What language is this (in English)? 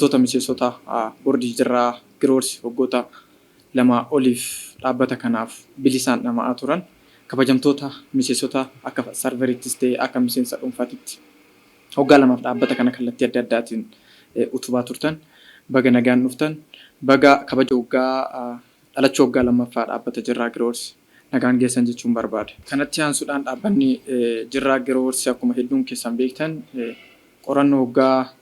Oromo